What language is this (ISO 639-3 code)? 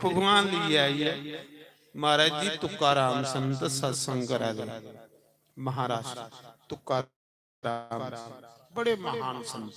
doi